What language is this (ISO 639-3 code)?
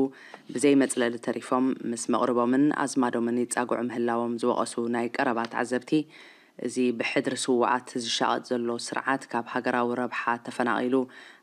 tir